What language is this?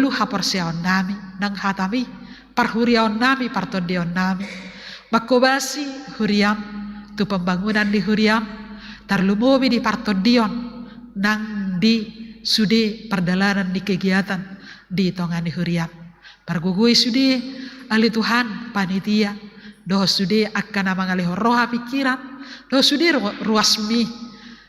Batak Toba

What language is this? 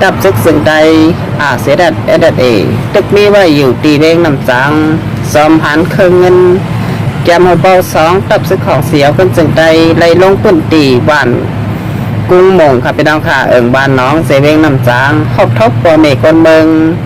Shan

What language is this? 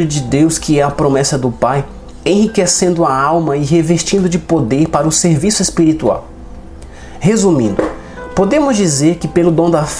Portuguese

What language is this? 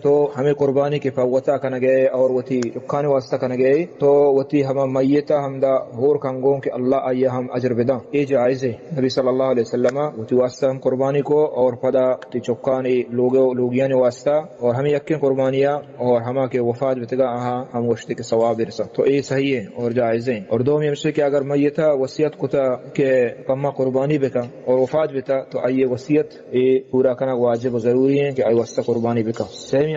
Baluchi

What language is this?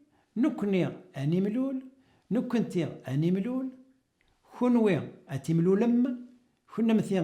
Kabyle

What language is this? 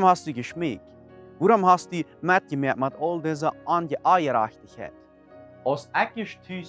Plautdietsch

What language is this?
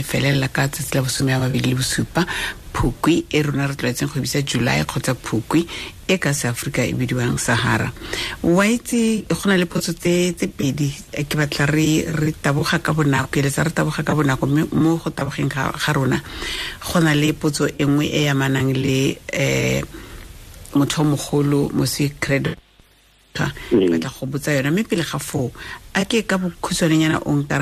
Tswana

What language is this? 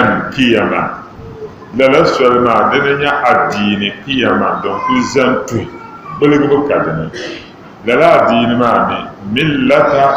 Dagbani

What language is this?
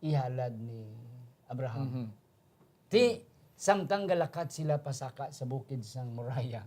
Hiligaynon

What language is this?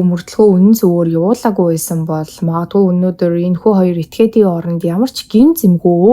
Mongolian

